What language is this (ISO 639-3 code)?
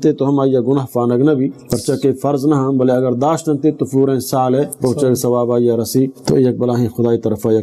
bal